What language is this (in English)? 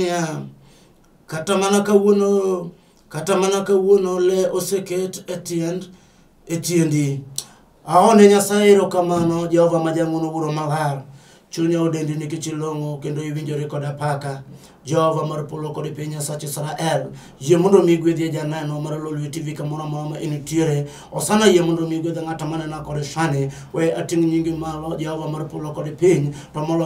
Luo (Kenya and Tanzania)